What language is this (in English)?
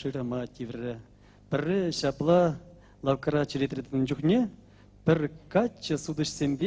Chuvash